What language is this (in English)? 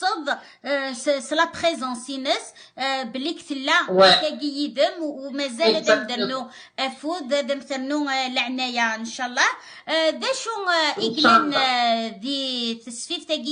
Kabyle